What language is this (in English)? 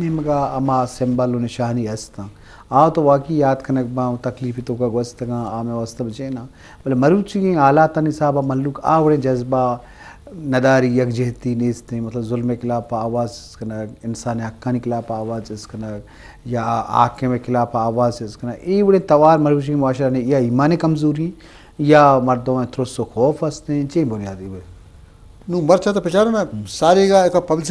Eastern Balochi